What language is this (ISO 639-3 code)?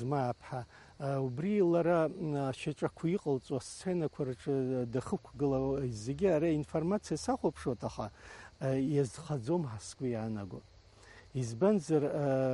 abk